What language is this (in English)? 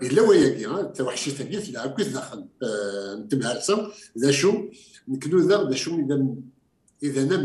Kabyle